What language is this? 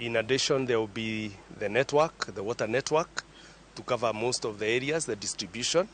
Luo (Kenya and Tanzania)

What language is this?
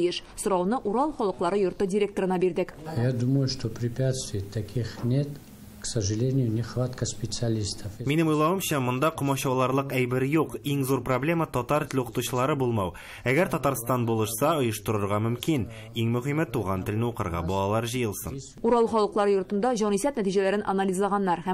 Tatar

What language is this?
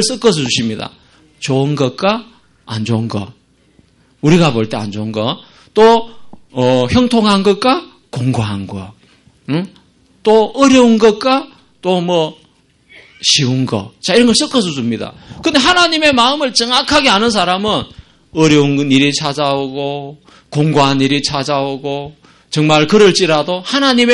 Korean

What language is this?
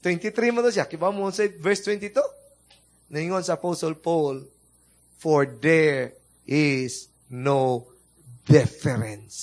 Cebuano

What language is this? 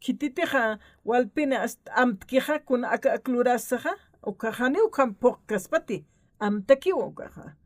Aymara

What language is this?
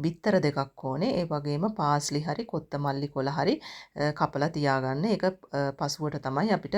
Sinhala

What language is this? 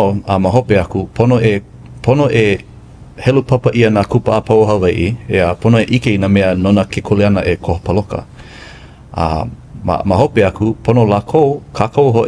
Hawaiian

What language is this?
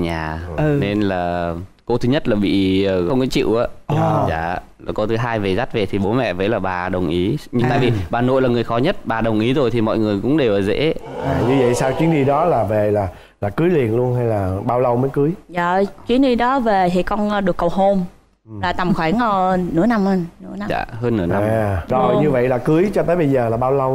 Vietnamese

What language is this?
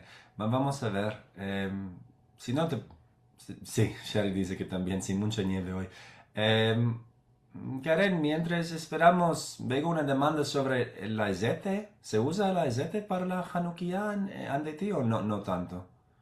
Ladino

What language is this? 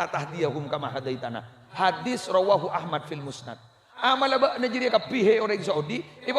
Madurese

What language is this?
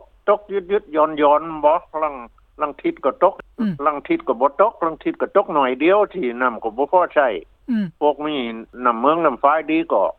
Lao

